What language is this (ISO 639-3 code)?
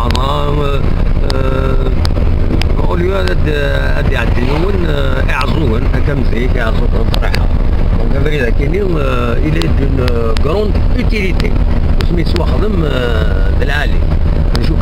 kab